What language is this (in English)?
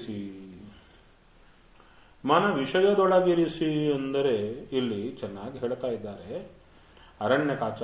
Kannada